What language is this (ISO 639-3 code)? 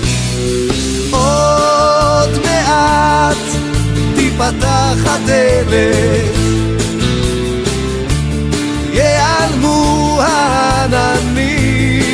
heb